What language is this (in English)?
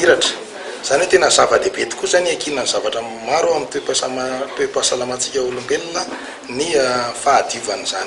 Malagasy